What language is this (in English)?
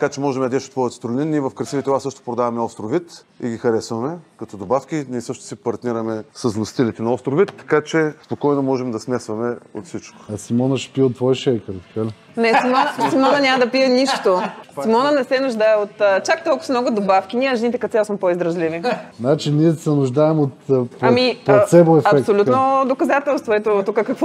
Bulgarian